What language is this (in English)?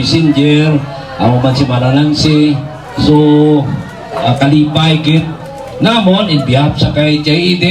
Hiligaynon